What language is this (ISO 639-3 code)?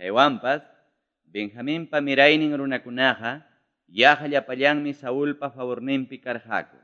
quy